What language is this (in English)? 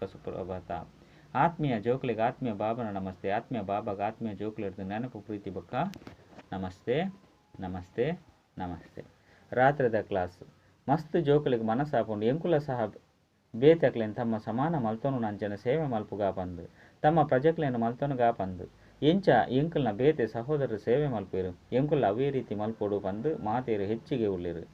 Tulu